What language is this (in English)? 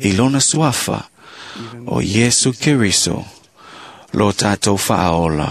Samoan